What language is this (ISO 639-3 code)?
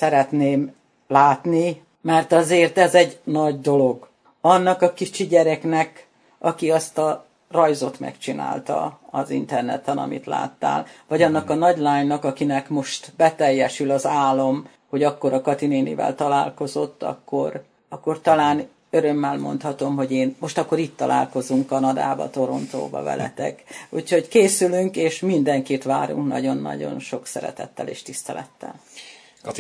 hun